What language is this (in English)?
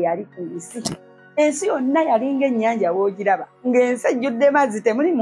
Ganda